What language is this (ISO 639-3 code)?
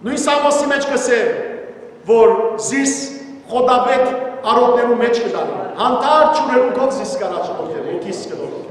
hyw